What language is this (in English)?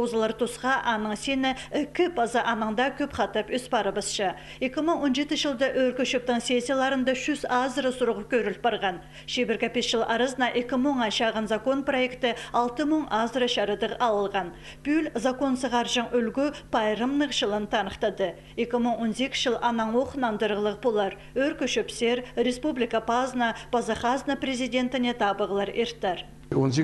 Khakas